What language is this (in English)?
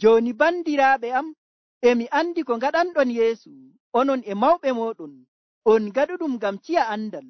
Nigerian Fulfulde